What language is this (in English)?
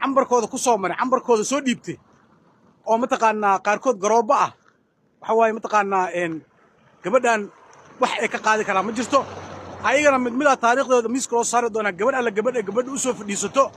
Somali